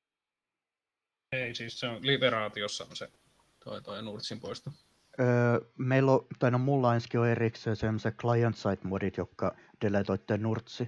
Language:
Finnish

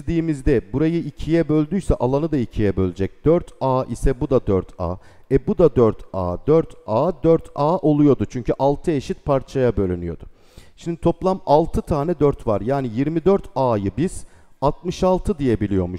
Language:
Turkish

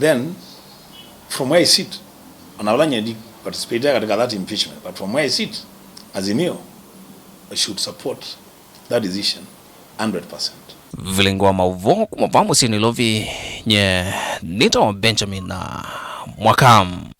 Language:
Kamba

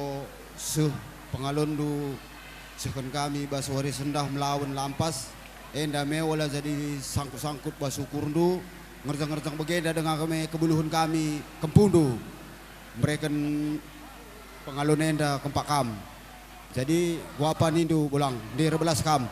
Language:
Batak Karo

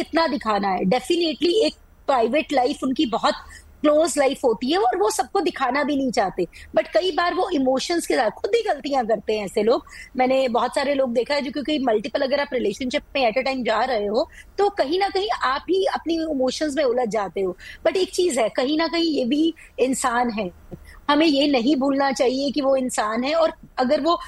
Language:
Hindi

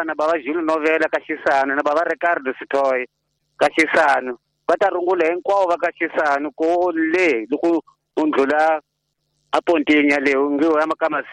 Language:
Tsonga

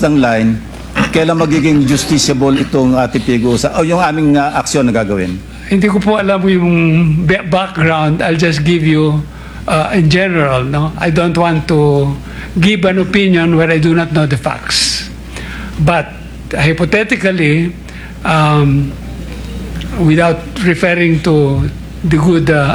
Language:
Filipino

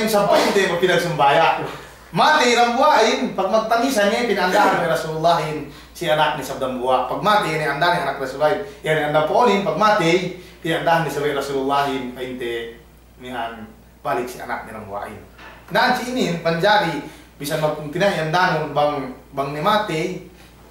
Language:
Yakan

